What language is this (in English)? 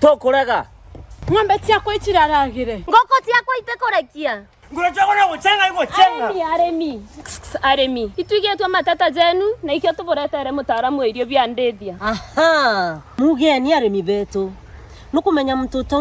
Meru